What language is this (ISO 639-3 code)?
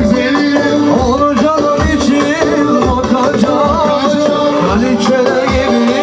tur